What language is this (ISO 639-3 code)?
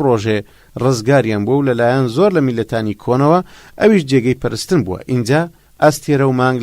ckb